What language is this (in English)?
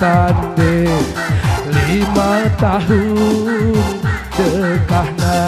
Batak Karo